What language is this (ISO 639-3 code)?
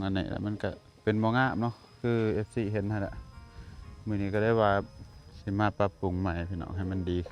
lao